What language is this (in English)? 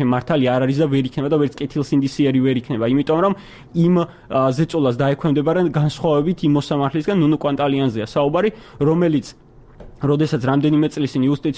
Georgian